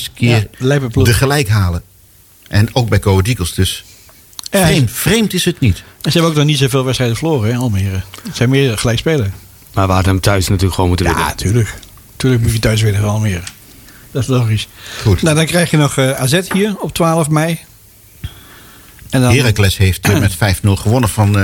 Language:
Dutch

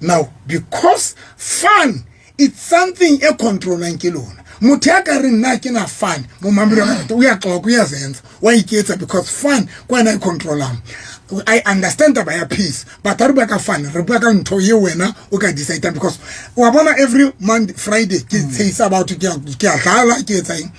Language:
Southern Sotho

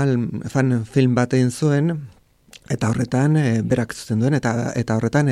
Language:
Basque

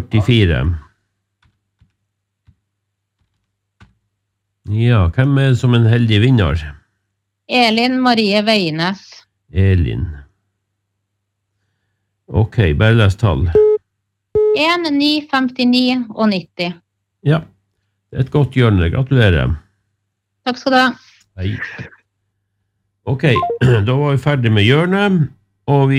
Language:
Norwegian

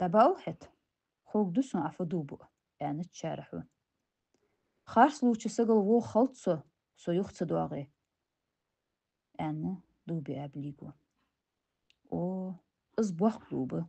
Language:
Ingush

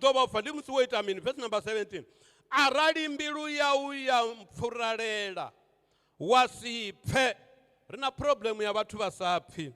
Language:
Venda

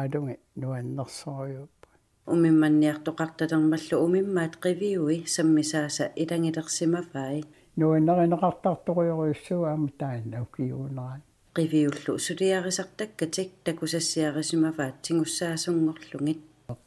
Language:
Kalaallisut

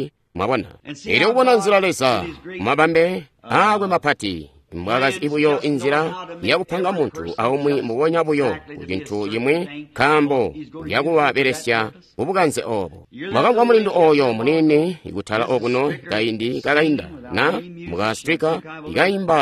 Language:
Tonga (Zambia)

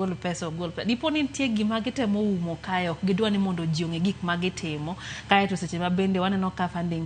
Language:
Luo (Kenya and Tanzania)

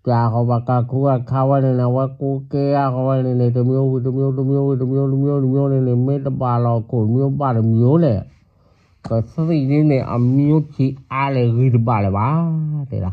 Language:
S'gaw Karen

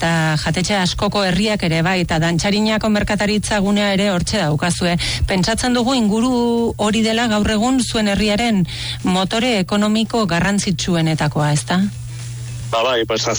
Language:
Basque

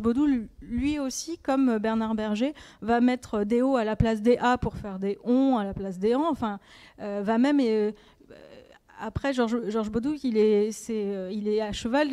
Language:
French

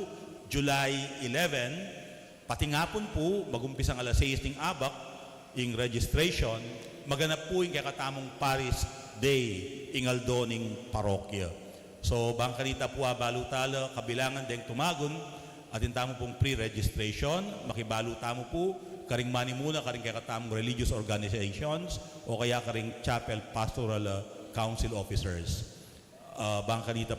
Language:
Pampanga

